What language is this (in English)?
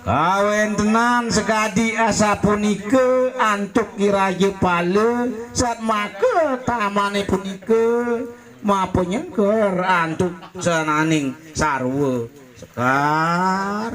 Balinese